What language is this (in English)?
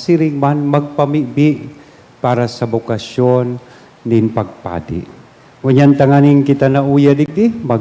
Bikol